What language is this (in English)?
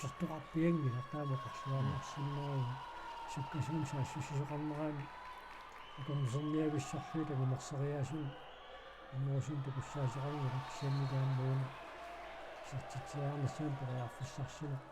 Kalaallisut